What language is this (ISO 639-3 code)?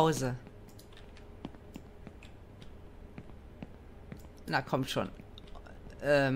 deu